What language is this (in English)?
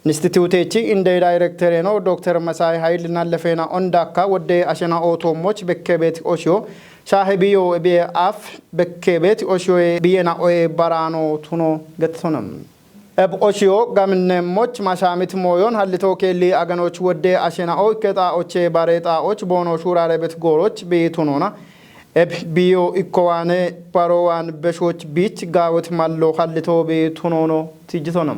Kafa